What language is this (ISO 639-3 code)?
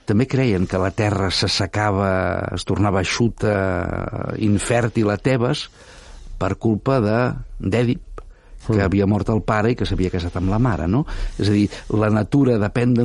cat